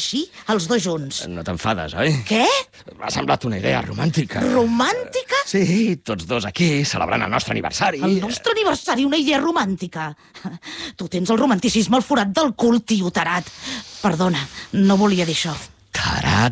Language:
Catalan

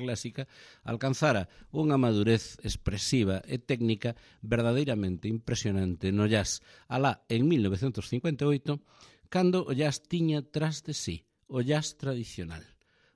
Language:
Galician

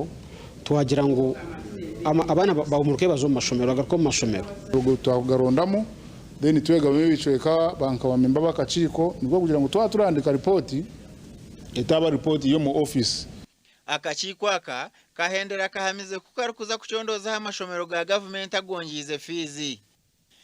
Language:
Nyankole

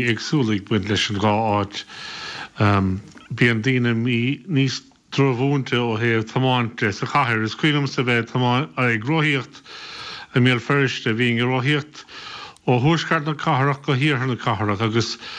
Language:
Irish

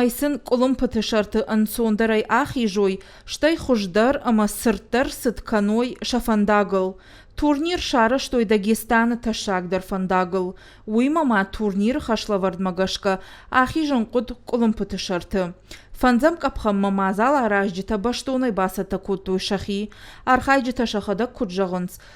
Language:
Ossetic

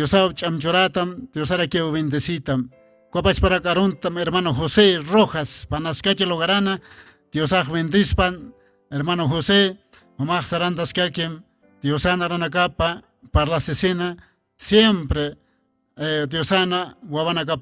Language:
Aymara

